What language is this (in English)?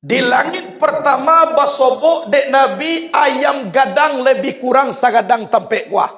Minangkabau